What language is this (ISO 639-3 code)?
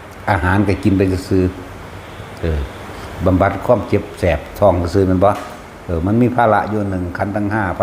tts